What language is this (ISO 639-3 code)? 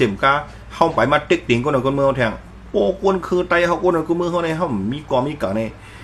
shn